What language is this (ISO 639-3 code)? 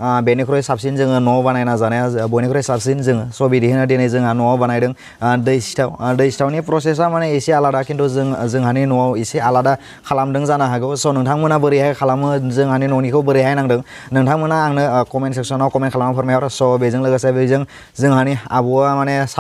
brx